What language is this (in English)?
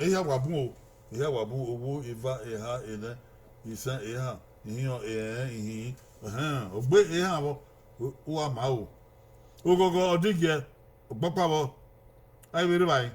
Bini